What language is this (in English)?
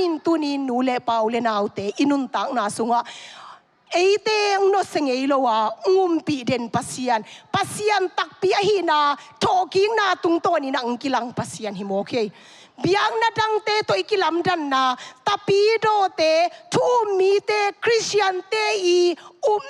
Tedim Chin